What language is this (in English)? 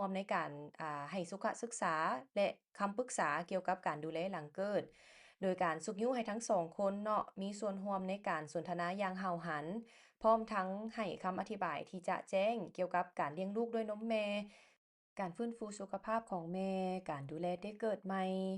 Lao